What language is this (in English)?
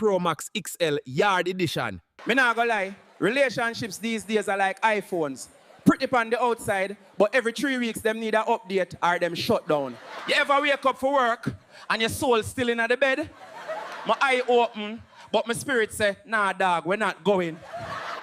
Jamaican Creole English